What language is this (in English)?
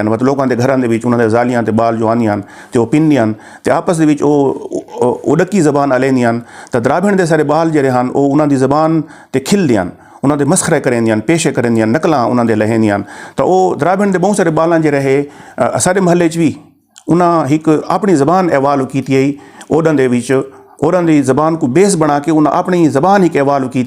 Saraiki